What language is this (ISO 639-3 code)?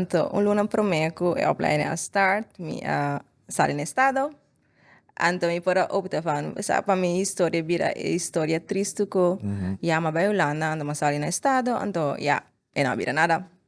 pap